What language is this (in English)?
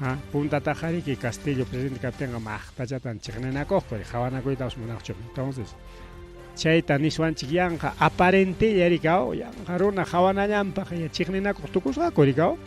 Ayacucho Quechua